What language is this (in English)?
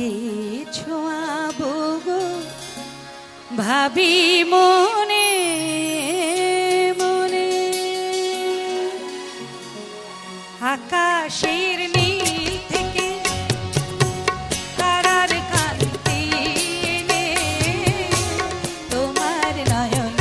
Bangla